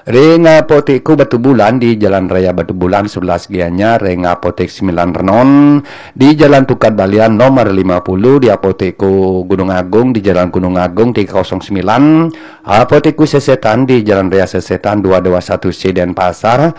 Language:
Balinese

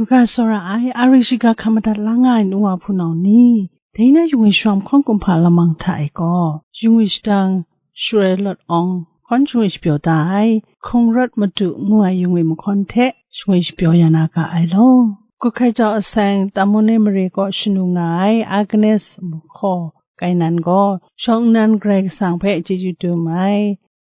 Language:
Kachin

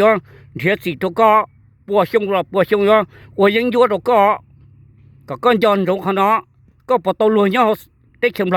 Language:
Hmong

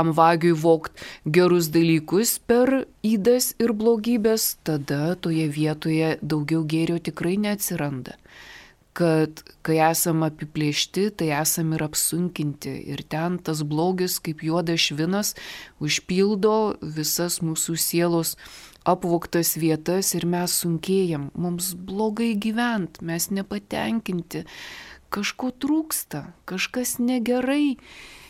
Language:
Lithuanian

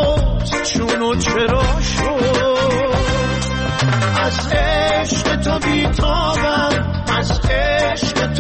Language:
Persian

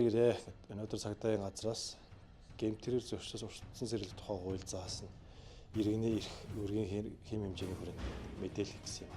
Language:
Mongolian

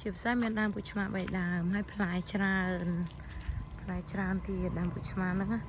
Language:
Khmer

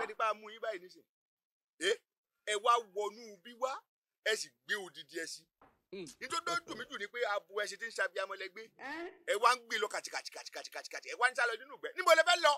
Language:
Yoruba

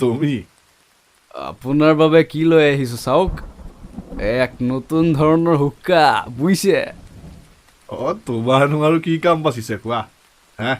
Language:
Assamese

